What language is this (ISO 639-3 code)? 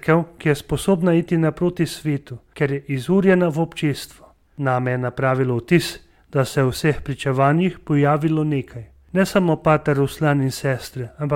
slv